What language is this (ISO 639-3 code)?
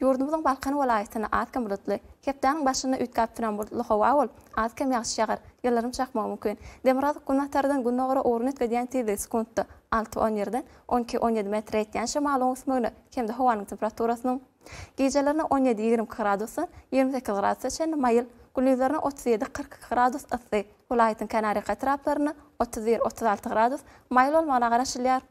tuk